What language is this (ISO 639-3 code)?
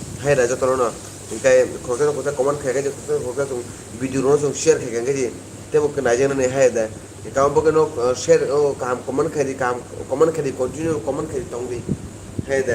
trp